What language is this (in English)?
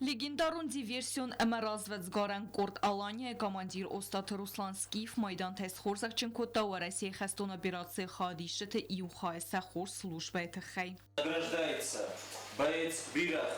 Ossetic